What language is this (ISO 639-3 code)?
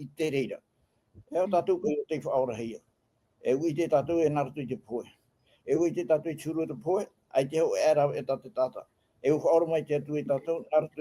tah